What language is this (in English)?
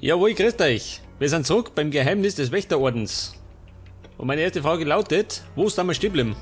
Bavarian